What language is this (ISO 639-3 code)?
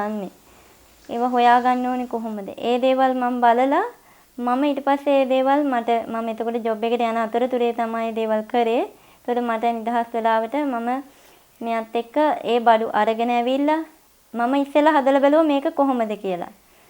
sin